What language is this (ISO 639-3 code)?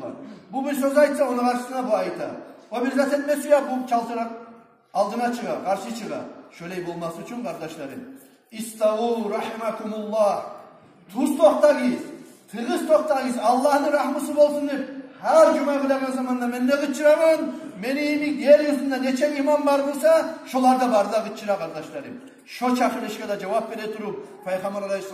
kum